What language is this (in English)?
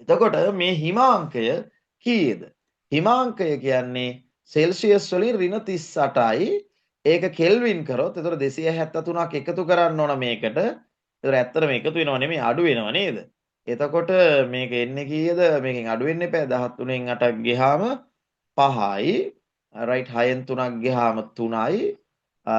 Sinhala